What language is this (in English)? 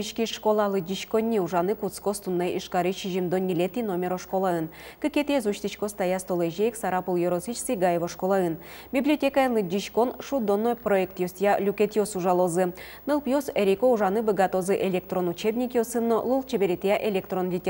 Udmurt